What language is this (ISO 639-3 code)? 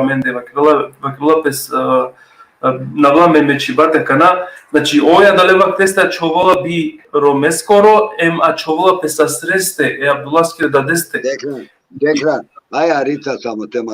rmn